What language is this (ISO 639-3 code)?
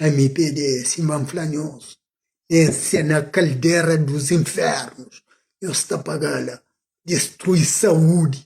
kea